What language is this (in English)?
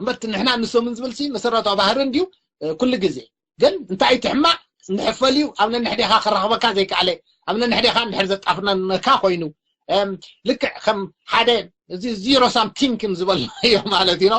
Tigrinya